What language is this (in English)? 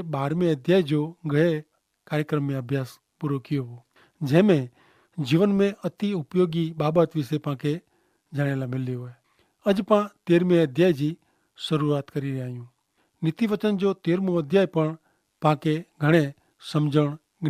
Kachhi